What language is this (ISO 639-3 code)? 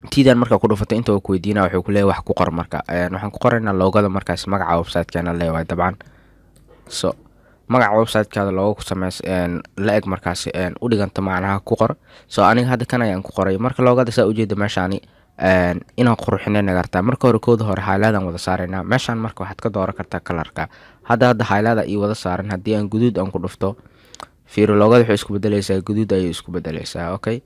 som